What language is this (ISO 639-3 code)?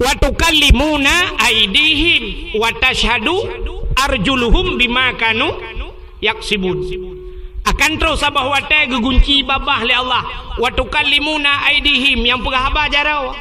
ace